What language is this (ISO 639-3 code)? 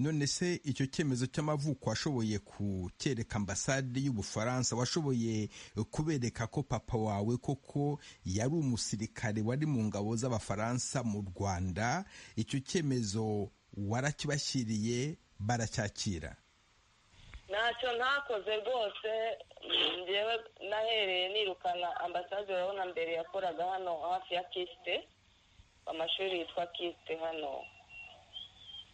kin